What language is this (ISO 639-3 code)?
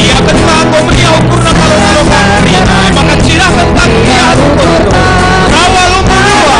btx